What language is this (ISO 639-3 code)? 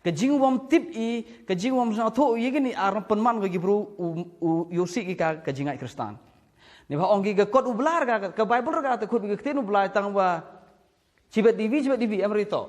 kha